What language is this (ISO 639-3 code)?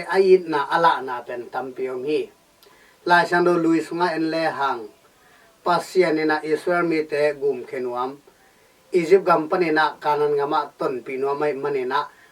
ctd